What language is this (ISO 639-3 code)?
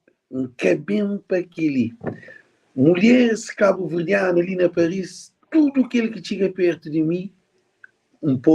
kea